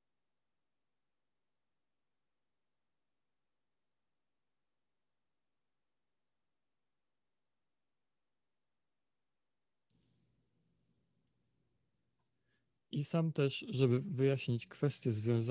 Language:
Polish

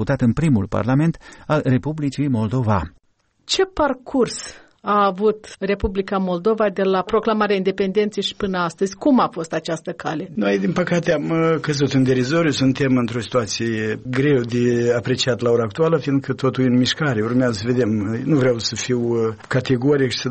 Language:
Romanian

